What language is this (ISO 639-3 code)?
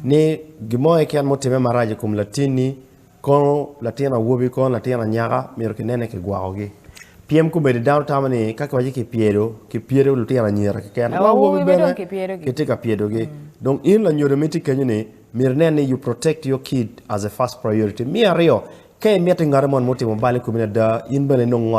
ach